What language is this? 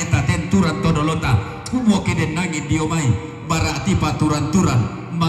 Toraja-Sa'dan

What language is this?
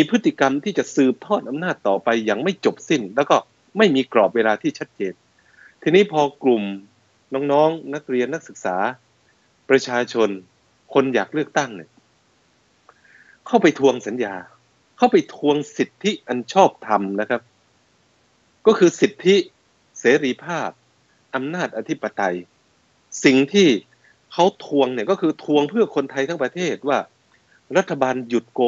Thai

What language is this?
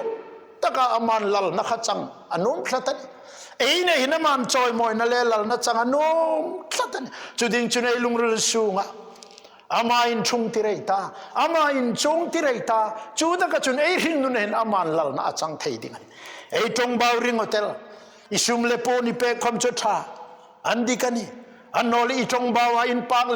Hmar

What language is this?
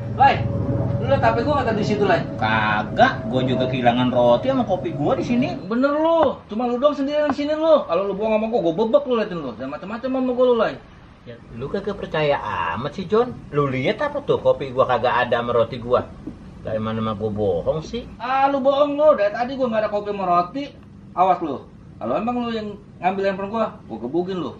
Betawi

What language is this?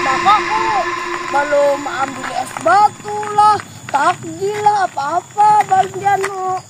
Banjar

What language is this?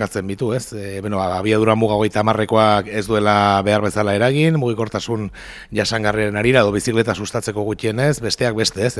Basque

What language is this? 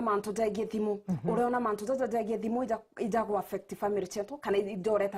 Meru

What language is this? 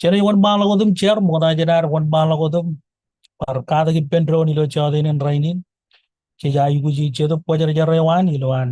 Marshallese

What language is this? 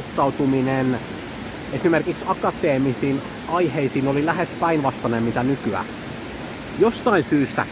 Finnish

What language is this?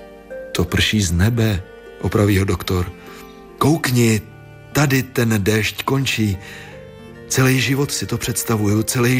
Czech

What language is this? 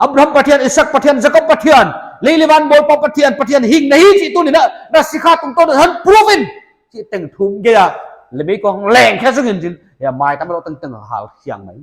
Paite Chin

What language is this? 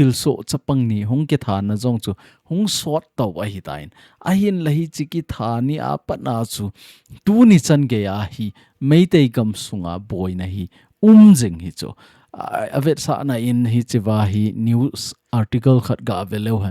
Thado Chin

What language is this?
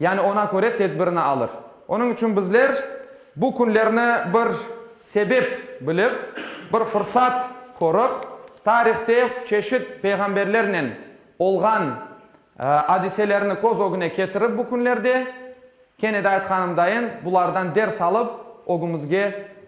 Crimean Tatar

